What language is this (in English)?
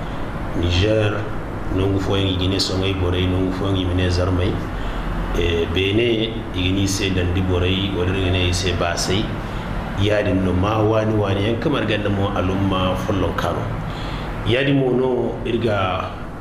Zarma